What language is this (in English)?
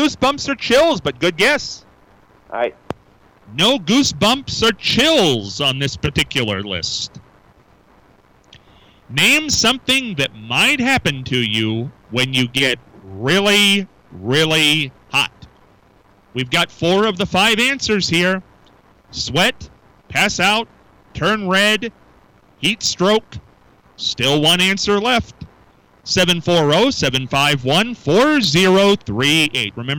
English